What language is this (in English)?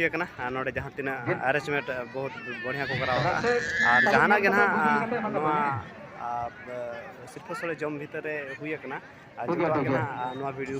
Santali